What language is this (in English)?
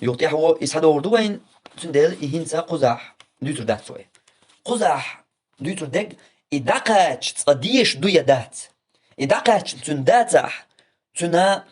Chechen